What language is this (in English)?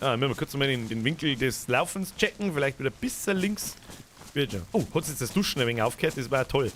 Bavarian